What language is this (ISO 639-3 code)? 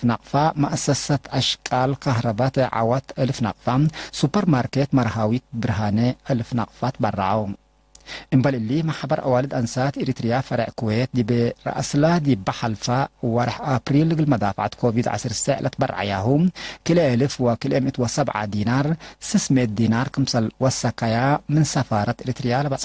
tig